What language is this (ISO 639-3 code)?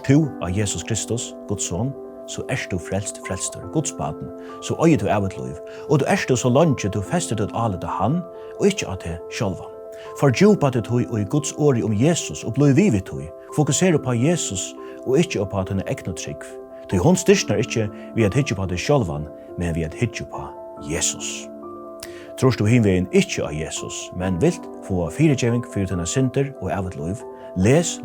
fao